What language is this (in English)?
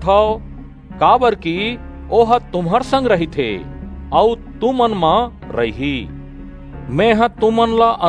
Chhattisgarhi